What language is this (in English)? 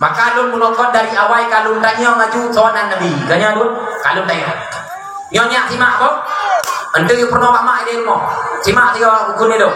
Achinese